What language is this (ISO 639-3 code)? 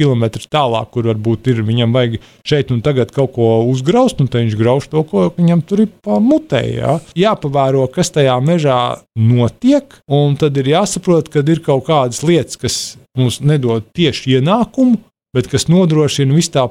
lav